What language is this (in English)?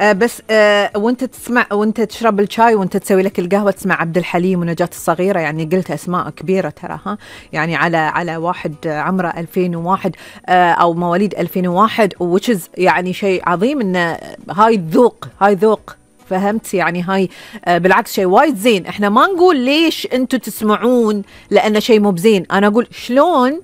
Gulf Arabic